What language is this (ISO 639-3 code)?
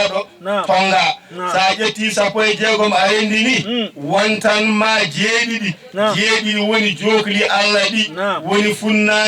ful